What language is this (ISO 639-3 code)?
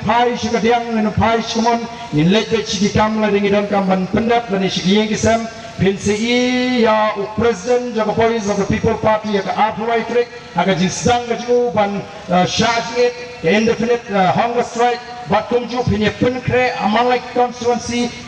kha